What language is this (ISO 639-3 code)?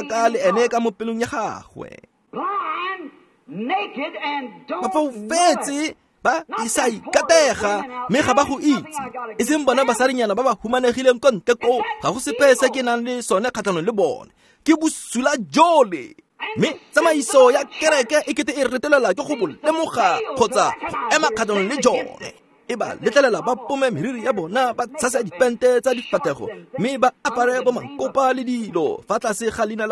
tsn